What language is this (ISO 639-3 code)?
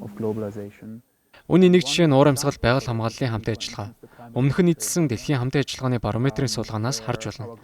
mon